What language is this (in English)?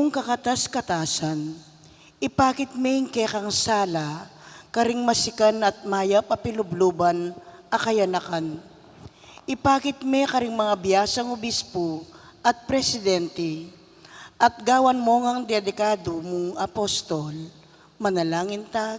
Pampanga